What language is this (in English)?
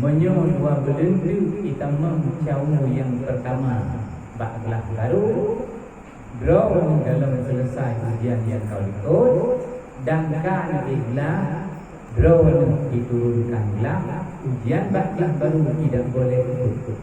Achinese